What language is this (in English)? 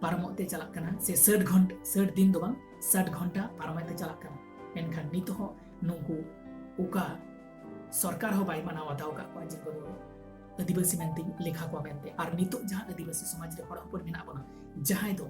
Santali